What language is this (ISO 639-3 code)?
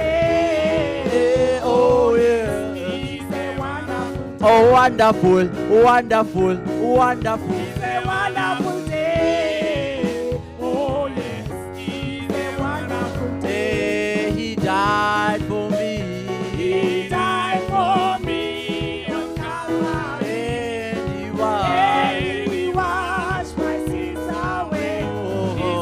sot